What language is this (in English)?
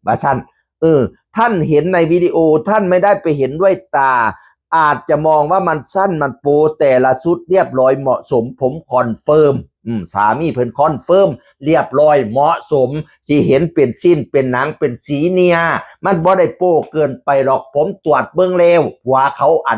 Northeastern Thai